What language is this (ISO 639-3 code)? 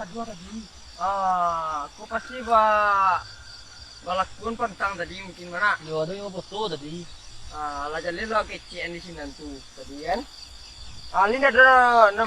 min